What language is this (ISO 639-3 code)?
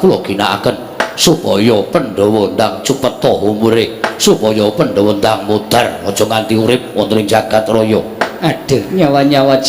jav